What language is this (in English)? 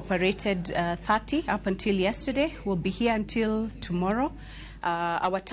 Luo (Kenya and Tanzania)